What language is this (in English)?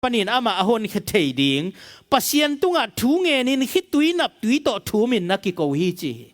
Tedim Chin